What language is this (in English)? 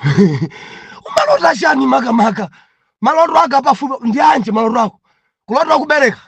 Nyanja